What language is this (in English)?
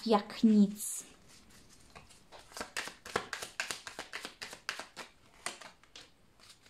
Polish